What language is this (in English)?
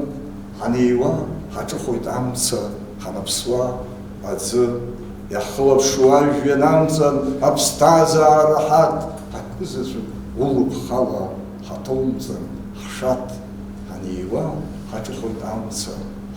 Abkhazian